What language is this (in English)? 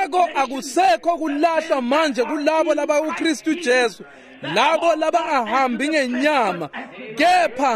Swati